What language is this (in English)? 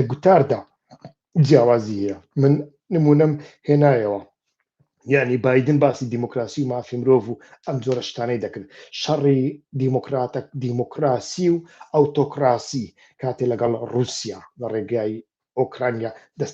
Central Kurdish